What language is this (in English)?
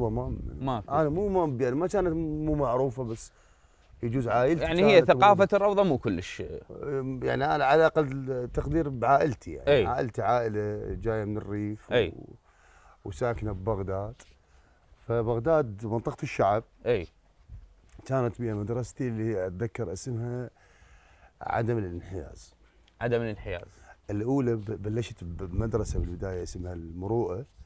Mesopotamian Arabic